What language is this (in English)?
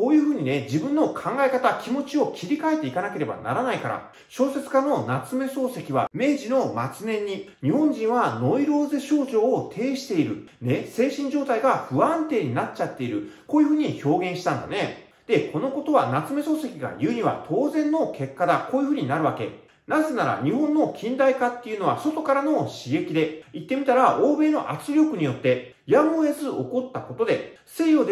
Japanese